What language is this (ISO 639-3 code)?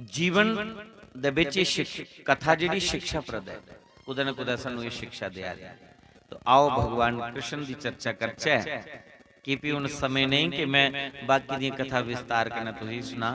doi